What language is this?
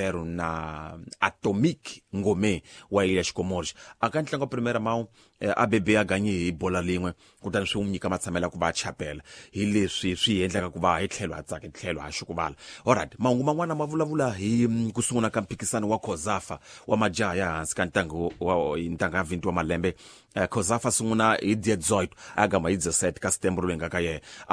Tsonga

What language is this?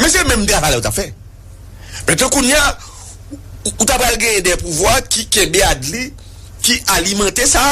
Haitian Creole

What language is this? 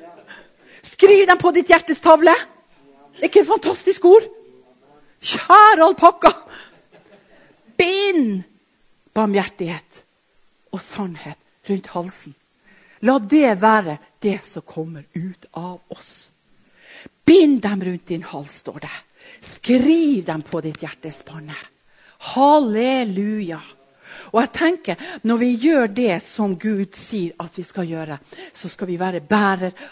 Norwegian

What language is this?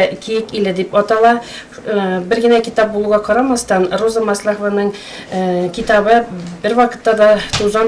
Tatar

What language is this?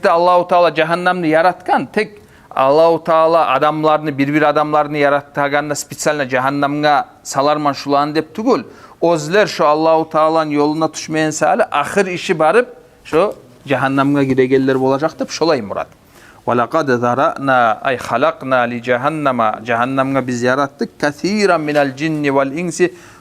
Kumyk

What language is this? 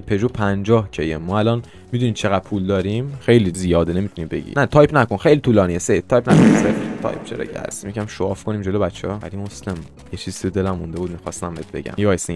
Persian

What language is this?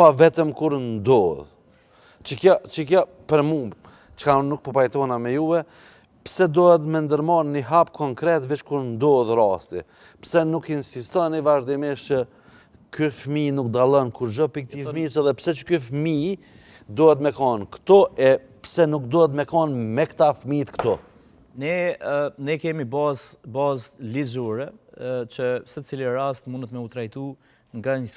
Albanian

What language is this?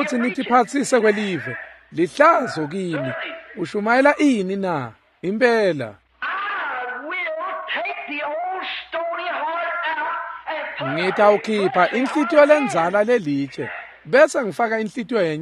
Swati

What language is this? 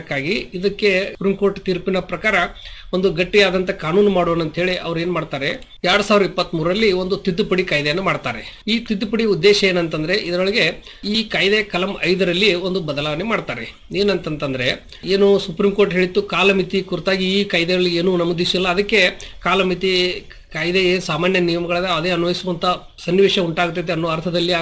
Kannada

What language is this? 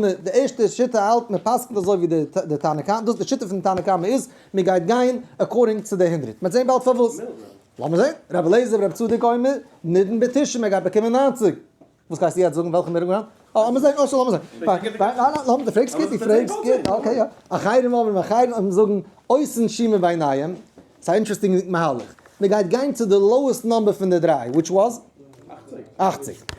Yiddish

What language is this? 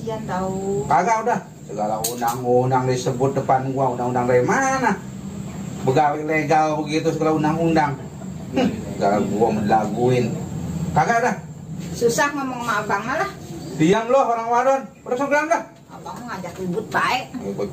Betawi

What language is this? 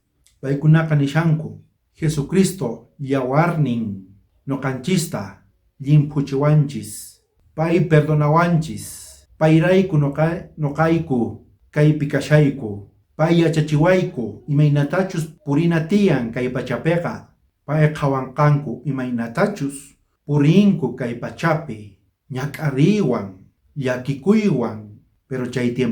South Bolivian Quechua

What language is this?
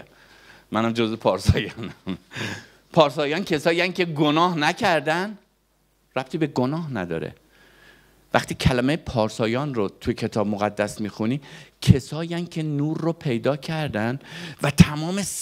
Persian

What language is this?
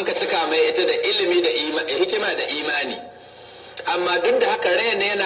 Hausa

